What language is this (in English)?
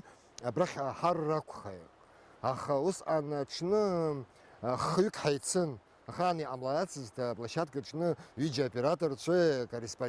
Abkhazian